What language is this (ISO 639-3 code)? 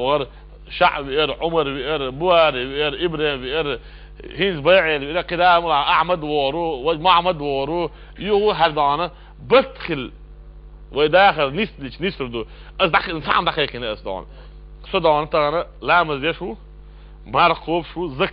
che